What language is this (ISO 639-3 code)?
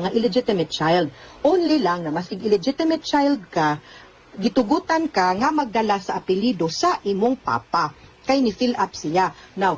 ceb